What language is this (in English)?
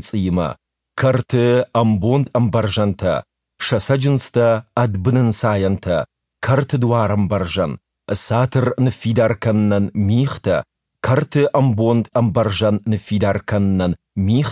Ossetic